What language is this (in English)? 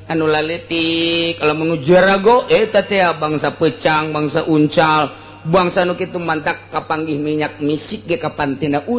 Sundanese